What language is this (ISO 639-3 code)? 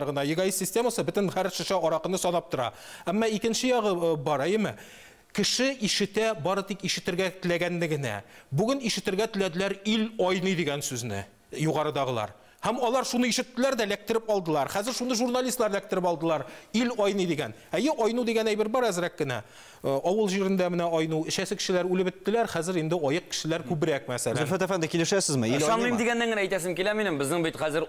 tat